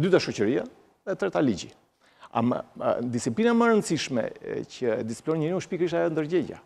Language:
Albanian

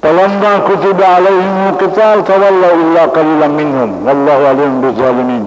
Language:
Buginese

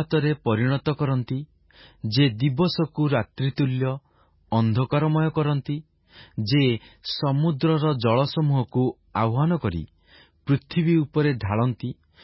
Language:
Odia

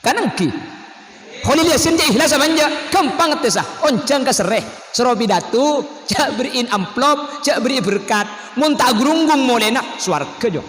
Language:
Madurese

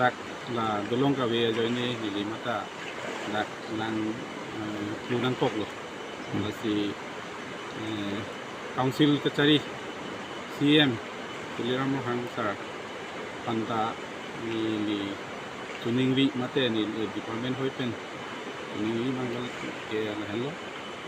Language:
Karbi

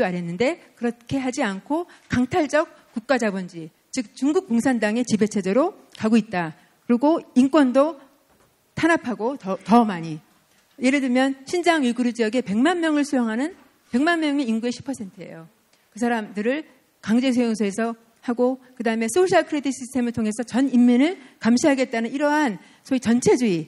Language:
Korean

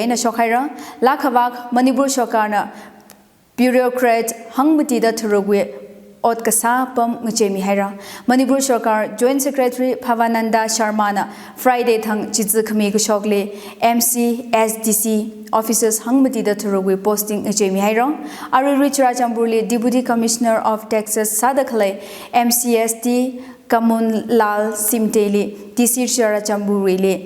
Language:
Tangkhul Naga (India)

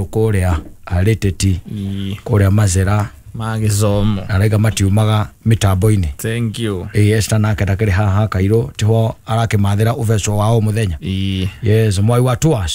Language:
Kikuyu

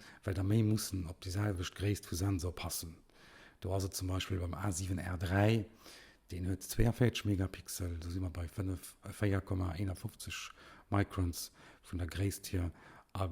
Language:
Luxembourgish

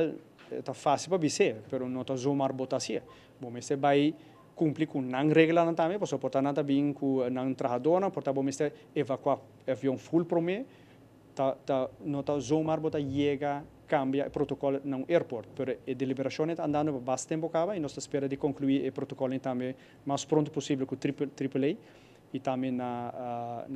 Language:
Papiamento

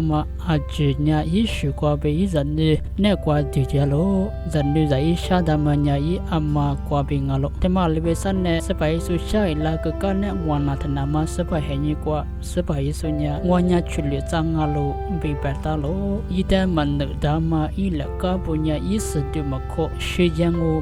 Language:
Lisu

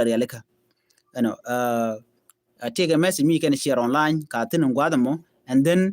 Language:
Nuer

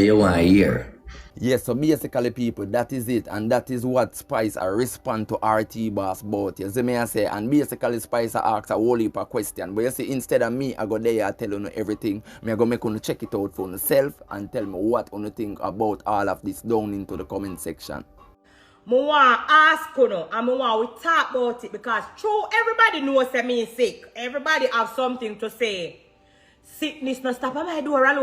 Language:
Jamaican Creole English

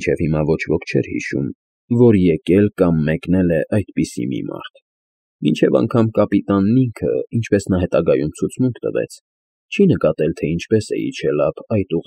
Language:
Armenian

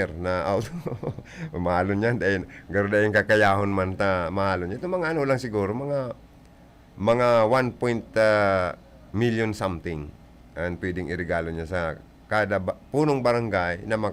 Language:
Bikol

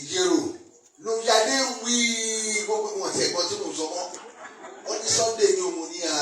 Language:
Yoruba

